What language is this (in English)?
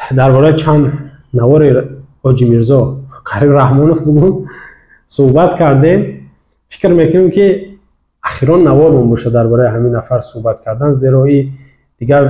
Tajik